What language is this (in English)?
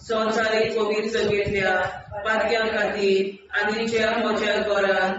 Konkani